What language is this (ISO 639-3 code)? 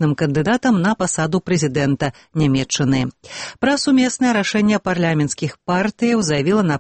bel